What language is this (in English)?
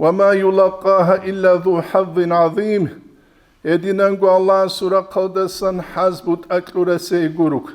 Avaric